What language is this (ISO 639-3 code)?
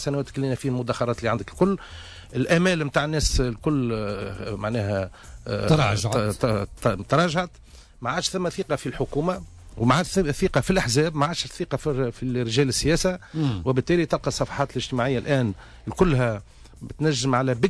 aeb